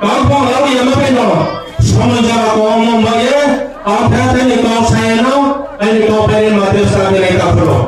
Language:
Riang (India)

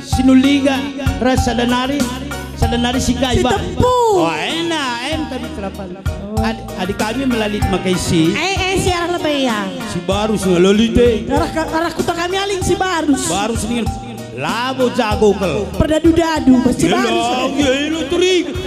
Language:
Batak Karo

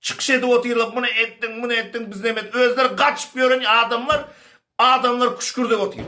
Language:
Turkmen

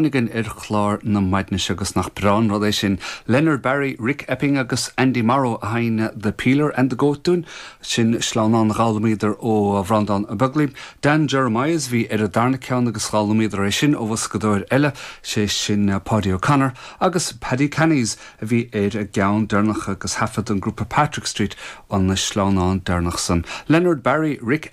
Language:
Irish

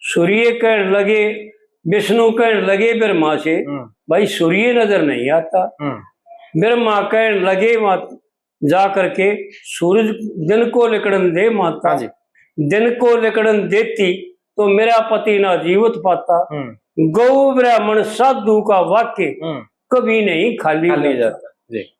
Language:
Haryanvi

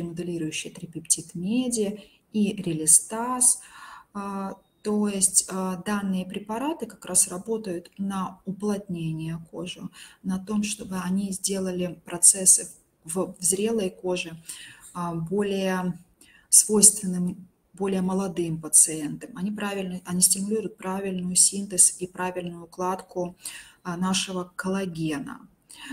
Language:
Russian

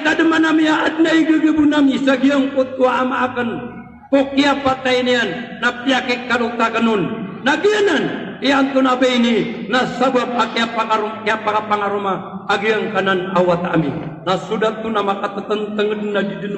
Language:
Maranao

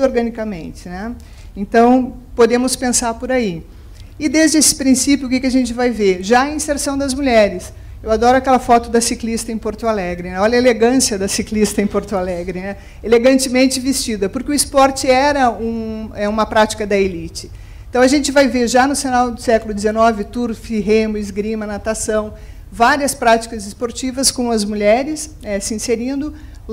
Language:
Portuguese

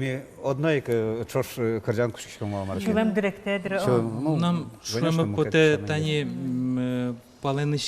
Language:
Udmurt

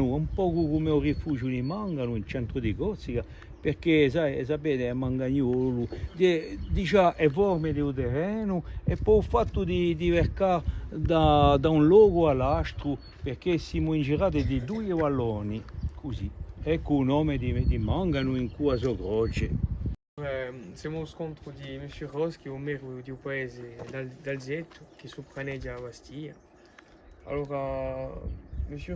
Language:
Corsican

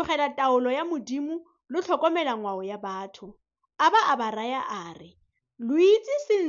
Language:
Tswana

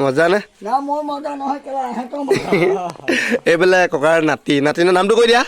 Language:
Assamese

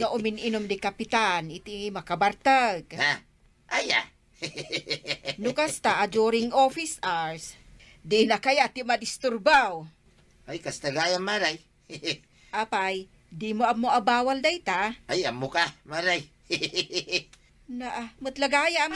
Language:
Iloko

